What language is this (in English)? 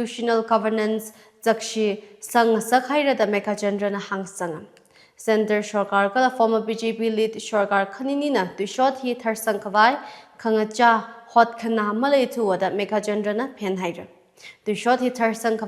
Tangkhul Naga (India)